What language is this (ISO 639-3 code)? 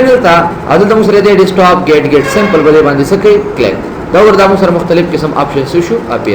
pus